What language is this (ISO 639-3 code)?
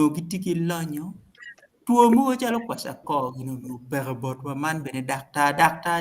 ach